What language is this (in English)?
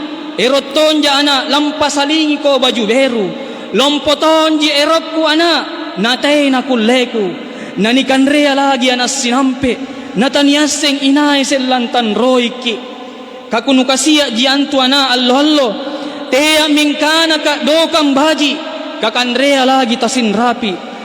Makasar